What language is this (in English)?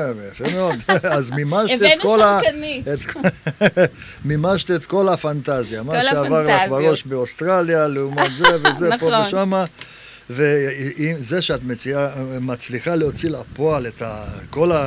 Hebrew